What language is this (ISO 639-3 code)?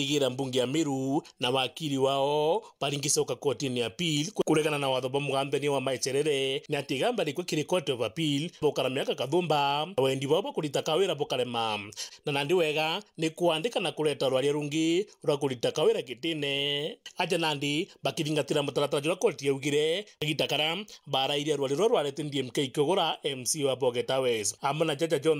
mer